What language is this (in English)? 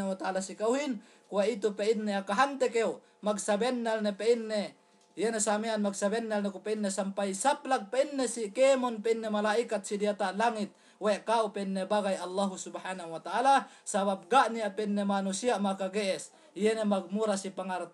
Yakan